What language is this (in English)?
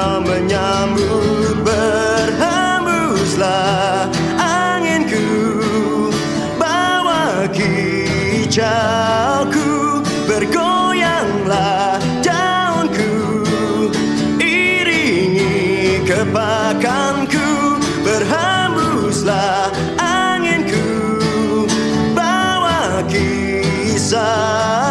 Indonesian